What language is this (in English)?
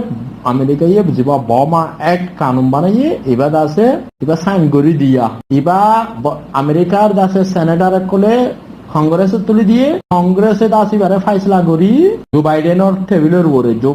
Rohingya